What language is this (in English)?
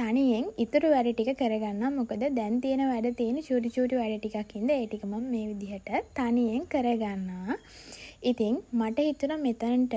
Sinhala